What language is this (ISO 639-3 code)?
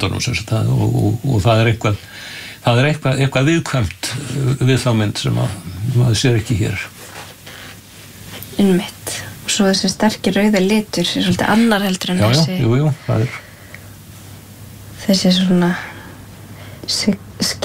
isl